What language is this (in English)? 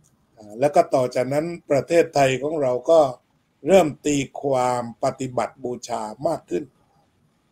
Thai